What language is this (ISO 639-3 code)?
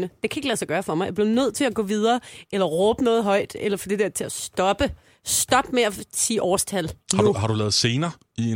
dan